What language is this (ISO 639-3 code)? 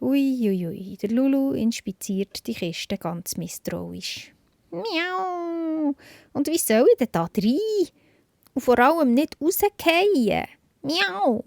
gsw